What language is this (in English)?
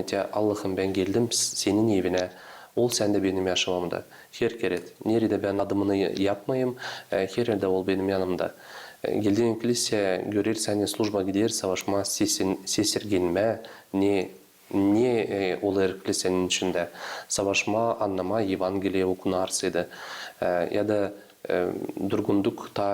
Gagauz